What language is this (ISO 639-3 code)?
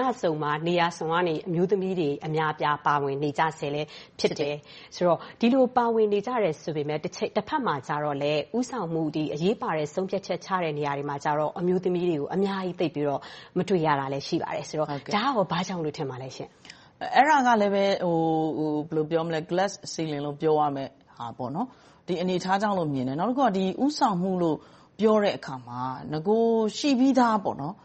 mya